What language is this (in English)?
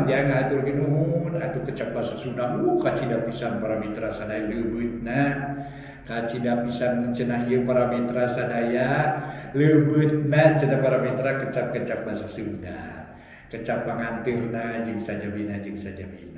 Sundanese